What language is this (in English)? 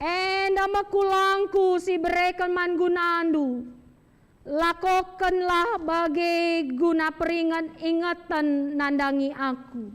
Batak Karo